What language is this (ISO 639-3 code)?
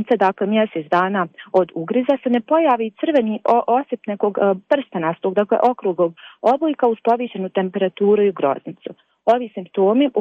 bos